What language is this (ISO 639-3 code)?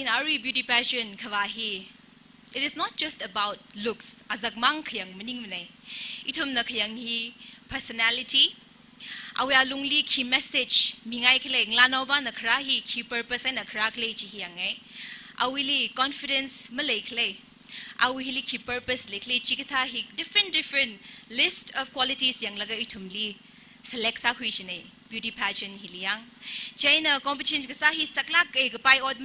nmf